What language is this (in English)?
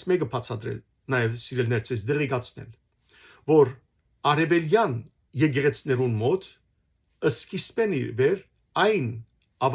Western Armenian